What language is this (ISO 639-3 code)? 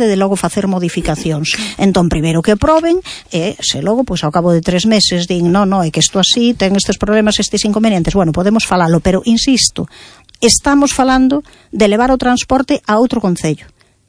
glg